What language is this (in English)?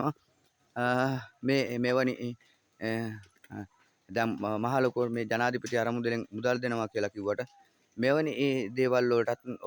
Sinhala